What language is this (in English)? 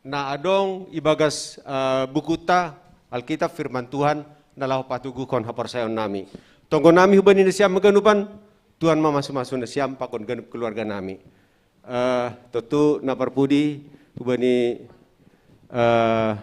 Batak Simalungun